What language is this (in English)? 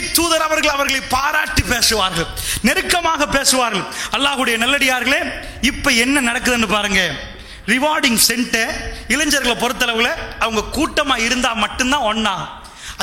Tamil